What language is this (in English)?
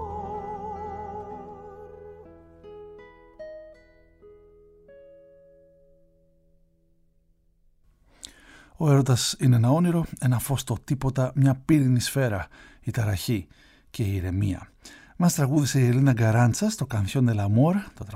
Greek